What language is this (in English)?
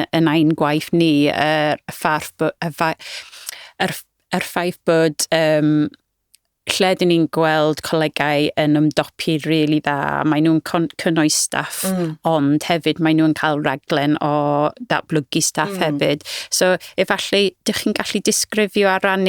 Welsh